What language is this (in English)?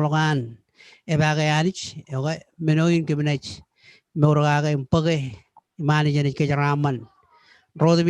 Marshallese